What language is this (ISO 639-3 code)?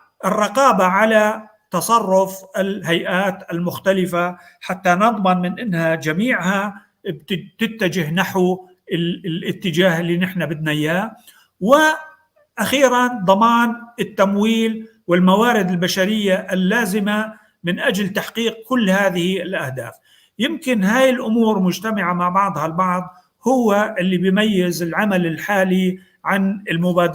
apc